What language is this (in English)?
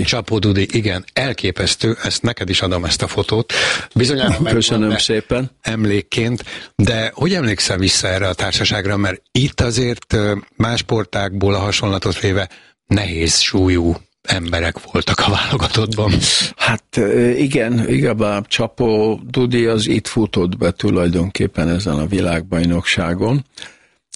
Hungarian